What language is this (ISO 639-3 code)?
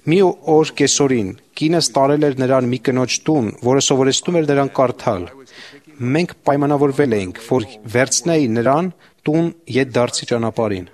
hye